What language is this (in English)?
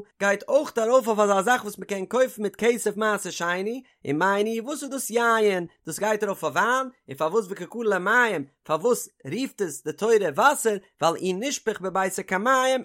Yiddish